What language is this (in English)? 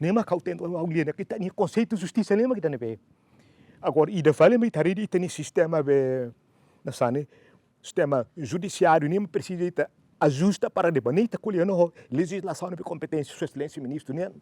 Tetum